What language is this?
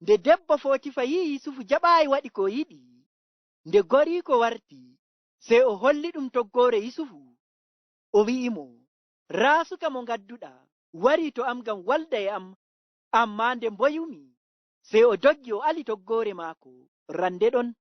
Fula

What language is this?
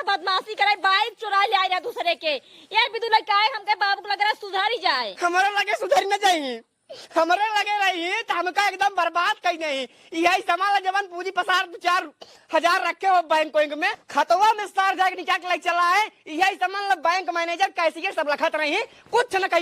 Awadhi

